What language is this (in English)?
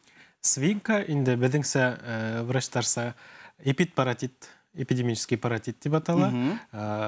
Bashkir